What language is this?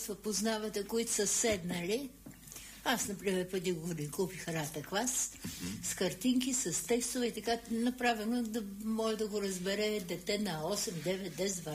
Bulgarian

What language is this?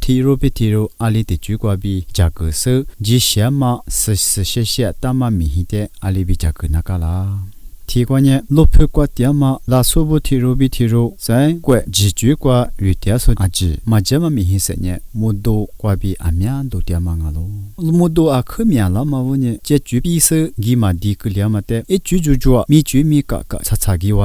Lisu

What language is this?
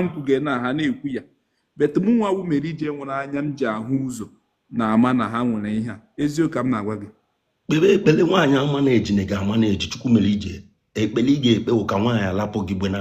Igbo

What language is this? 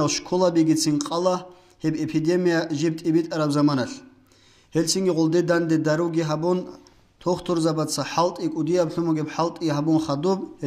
Avaric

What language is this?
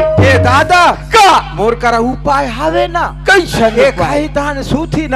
Chhattisgarhi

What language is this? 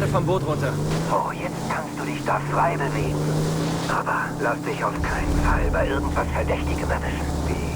Bavarian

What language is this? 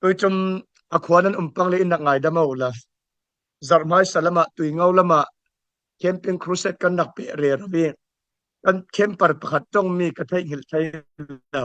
Falam Chin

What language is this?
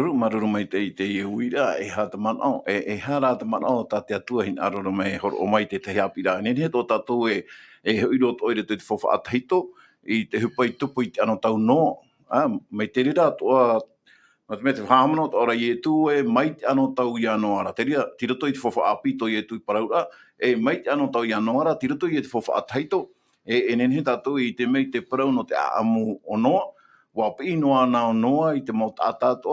Tahitian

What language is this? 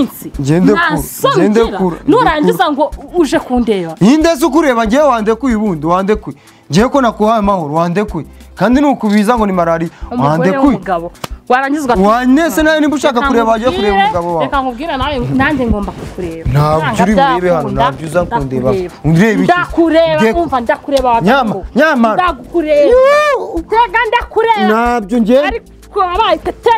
Kinyarwanda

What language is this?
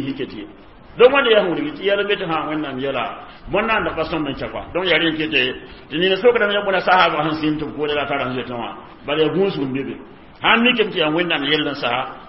Mossi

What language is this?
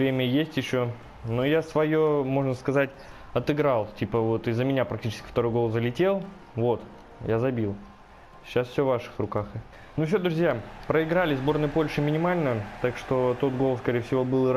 Russian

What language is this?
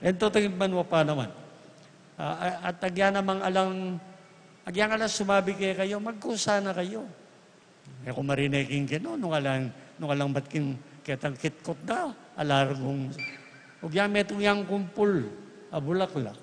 Pampanga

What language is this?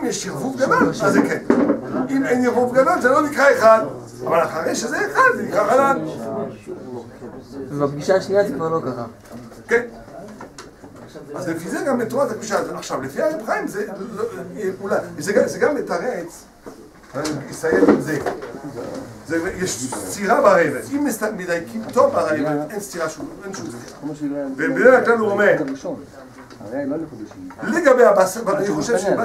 Hebrew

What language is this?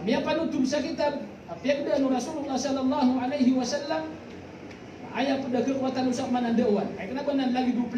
Maranao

